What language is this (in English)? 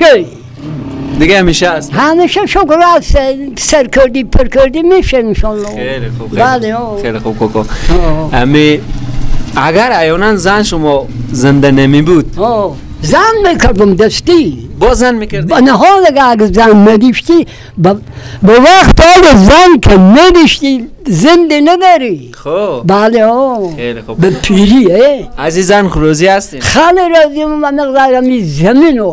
Persian